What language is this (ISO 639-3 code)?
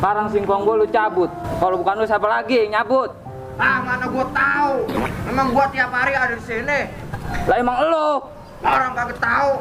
bew